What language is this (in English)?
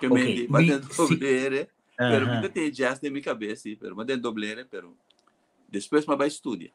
Papiamento